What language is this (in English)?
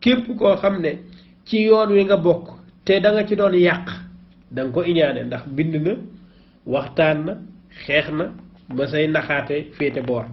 Wolof